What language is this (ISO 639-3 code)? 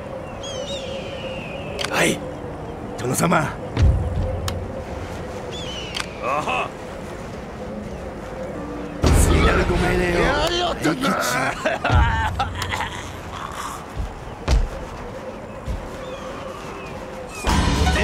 jpn